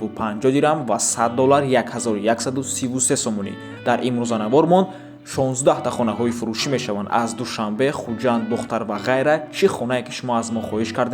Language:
Tajik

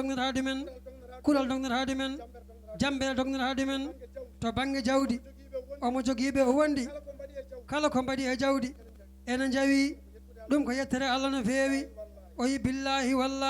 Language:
Fula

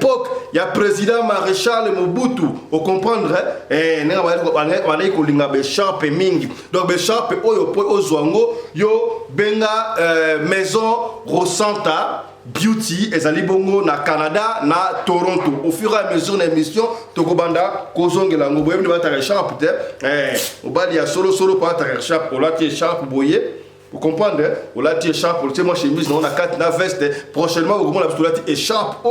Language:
Lingala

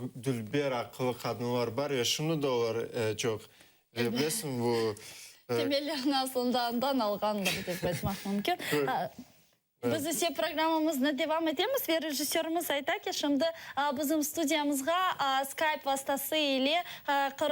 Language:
Crimean Tatar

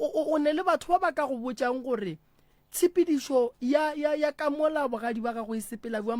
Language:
Northern Sotho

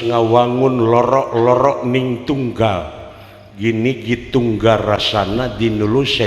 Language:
Sundanese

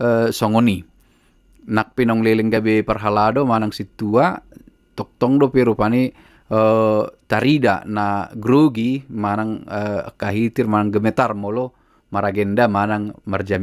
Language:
Batak Toba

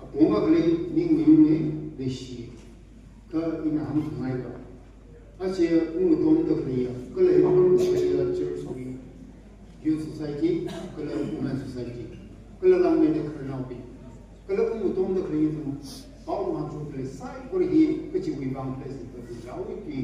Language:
Tangkhul Naga (India)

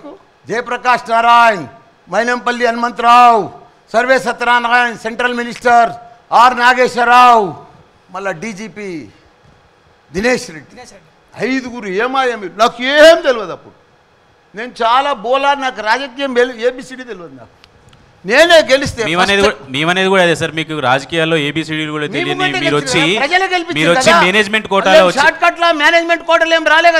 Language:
Telugu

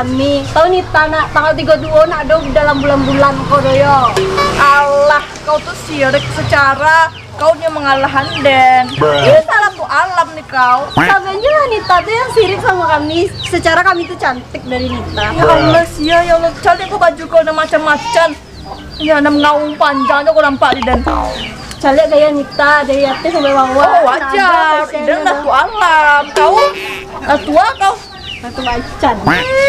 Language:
Minangkabau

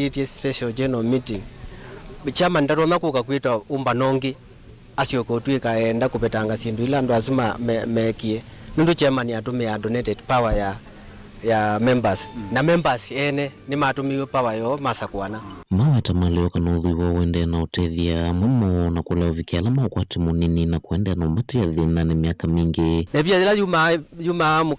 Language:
Kamba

